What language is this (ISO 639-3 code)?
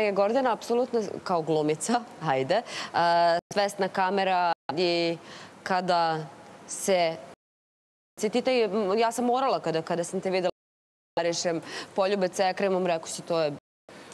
srp